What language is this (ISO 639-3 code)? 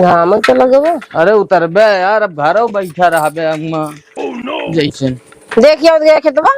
awa